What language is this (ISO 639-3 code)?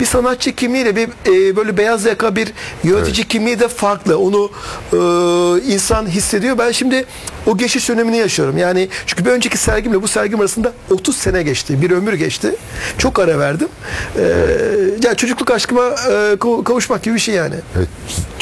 tur